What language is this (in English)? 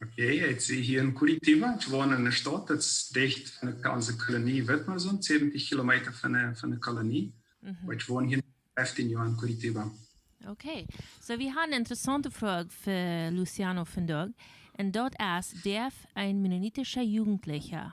Plautdietsch